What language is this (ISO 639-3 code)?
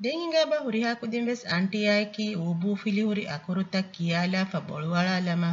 div